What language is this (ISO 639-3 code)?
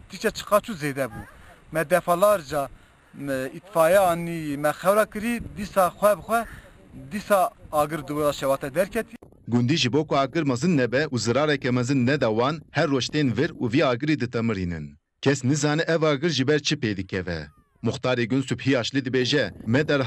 kur